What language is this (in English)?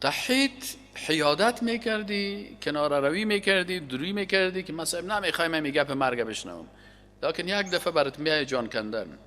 Persian